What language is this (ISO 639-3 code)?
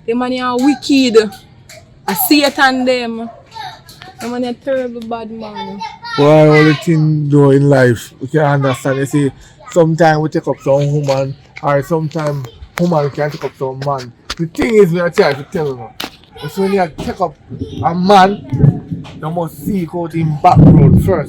jam